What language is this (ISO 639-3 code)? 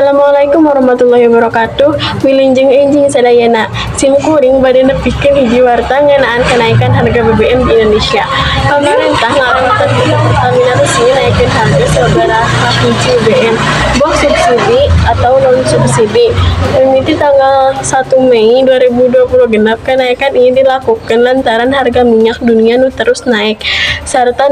sun